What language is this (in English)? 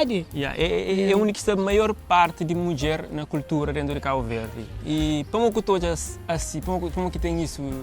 Kabuverdianu